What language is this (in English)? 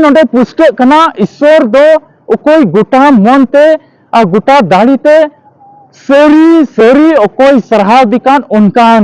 Santali